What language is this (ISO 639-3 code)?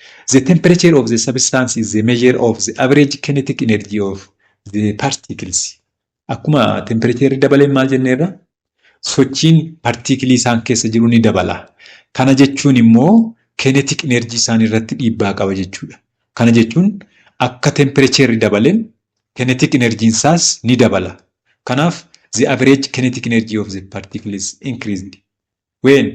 orm